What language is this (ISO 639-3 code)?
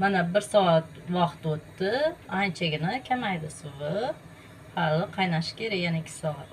uzb